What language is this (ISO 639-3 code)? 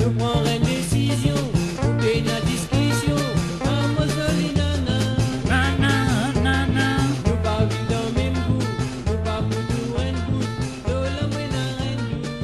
mfe